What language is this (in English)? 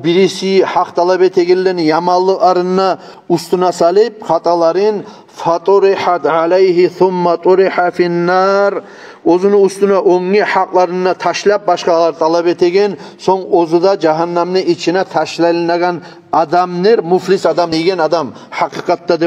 Kumyk